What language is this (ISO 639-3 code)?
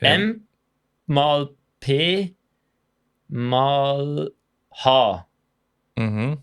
gsw